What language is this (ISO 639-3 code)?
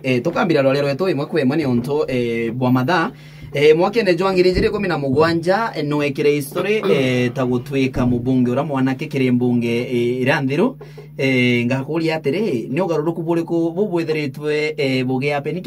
mer